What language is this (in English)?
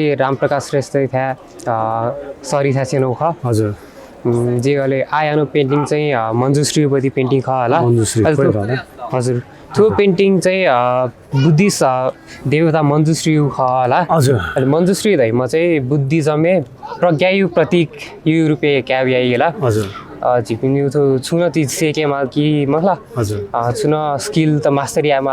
Newari